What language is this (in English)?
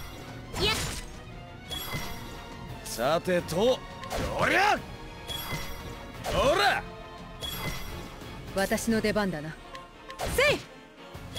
Japanese